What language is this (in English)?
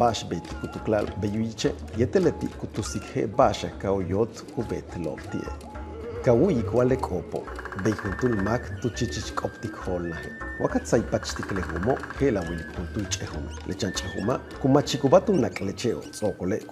Yucateco